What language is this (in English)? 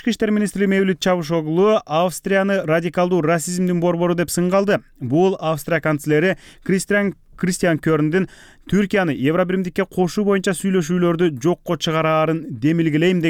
Kyrgyz